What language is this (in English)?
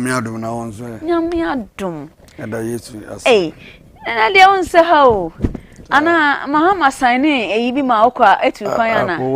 Akan